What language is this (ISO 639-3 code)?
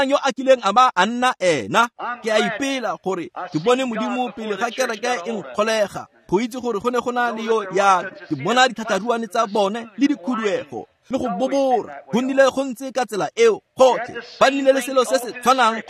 tsn